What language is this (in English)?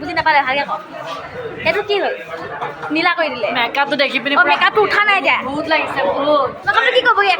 Assamese